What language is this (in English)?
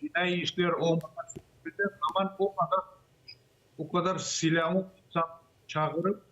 Crimean Tatar